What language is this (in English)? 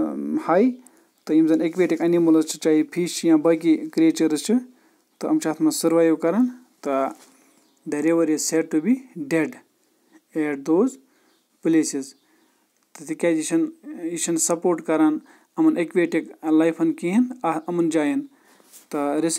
Kashmiri